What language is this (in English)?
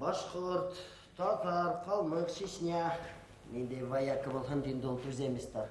Bashkir